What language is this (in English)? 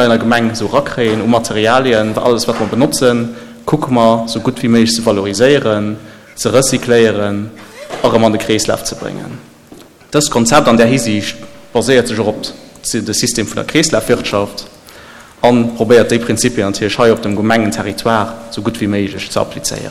Luxembourgish